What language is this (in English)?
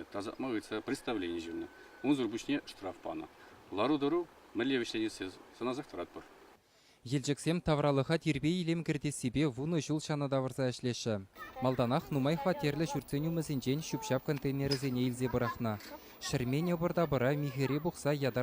Chuvash